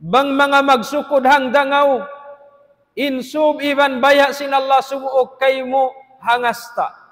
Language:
Tausug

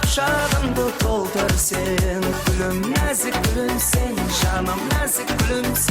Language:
Kara-Kalpak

